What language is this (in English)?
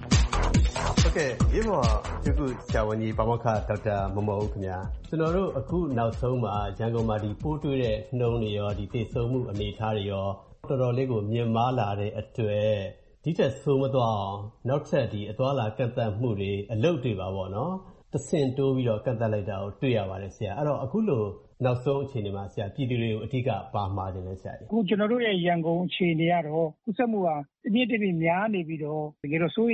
Burmese